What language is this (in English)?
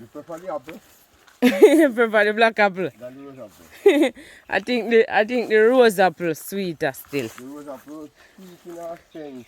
Jamaican Creole English